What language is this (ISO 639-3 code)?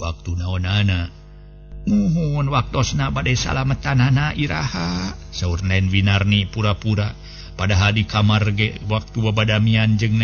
sun